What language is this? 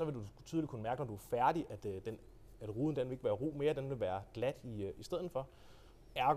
Danish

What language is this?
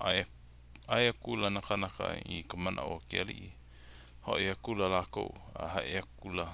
Hawaiian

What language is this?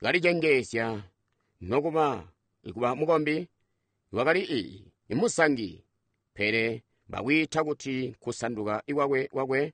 Tonga (Zambia)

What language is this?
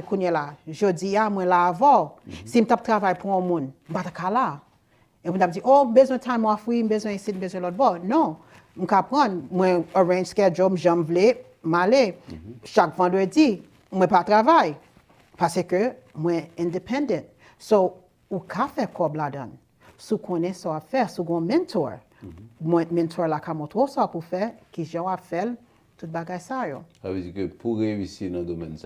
Haitian Creole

